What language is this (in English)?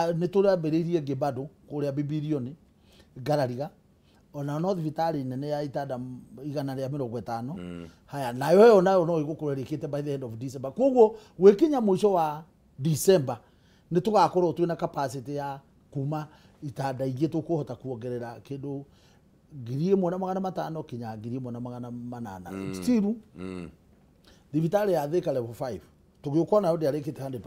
Kikuyu